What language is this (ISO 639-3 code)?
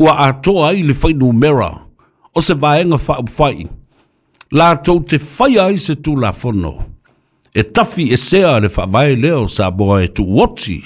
smo